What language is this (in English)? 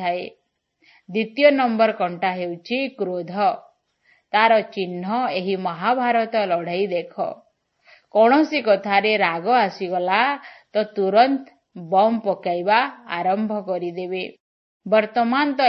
Odia